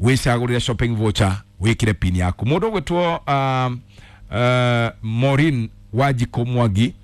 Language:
Kikuyu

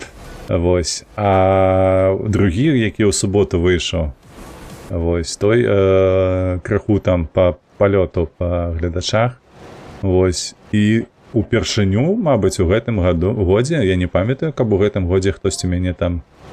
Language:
Belarusian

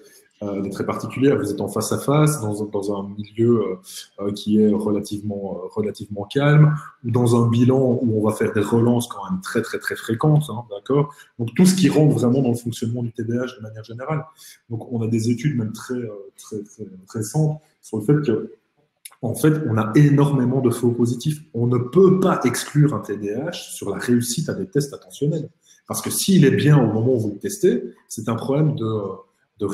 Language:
French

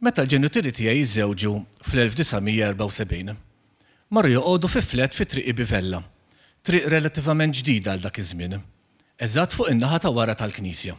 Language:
Maltese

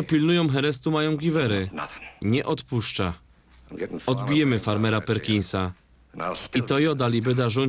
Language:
Silesian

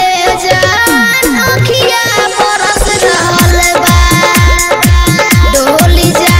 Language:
Bhojpuri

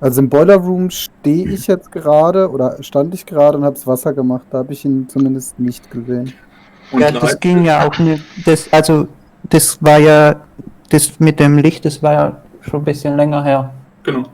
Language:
Swiss German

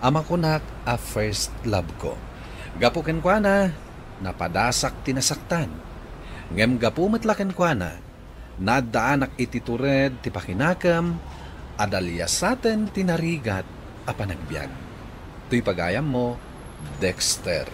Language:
Iloko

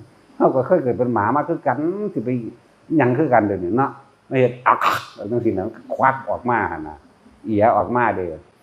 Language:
Northeastern Thai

